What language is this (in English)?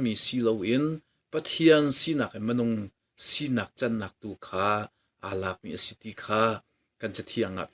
Hakha Chin